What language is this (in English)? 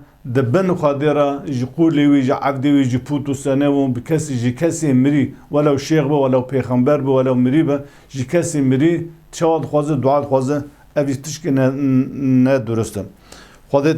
Kurdish